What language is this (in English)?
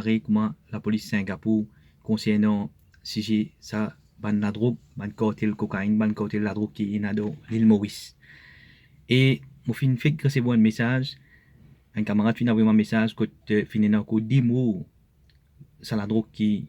Morisyen